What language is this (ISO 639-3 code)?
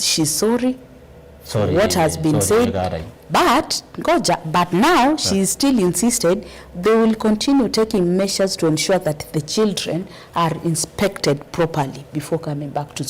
kam